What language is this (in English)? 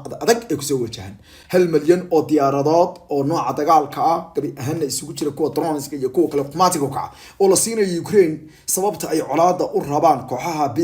Somali